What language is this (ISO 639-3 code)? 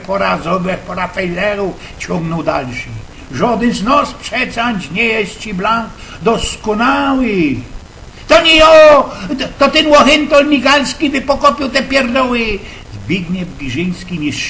szl